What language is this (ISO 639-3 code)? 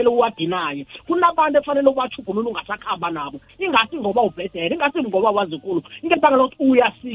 nbl